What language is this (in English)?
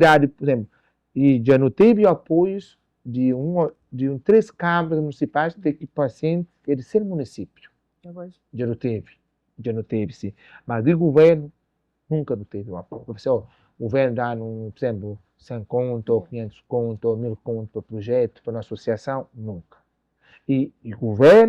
Kabuverdianu